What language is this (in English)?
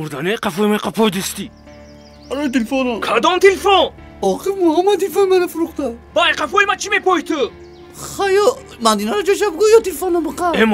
Tajik